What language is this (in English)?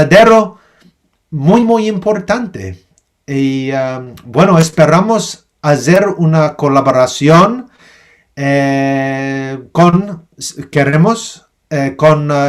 Ladino